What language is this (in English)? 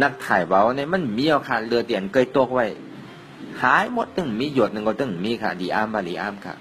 Shan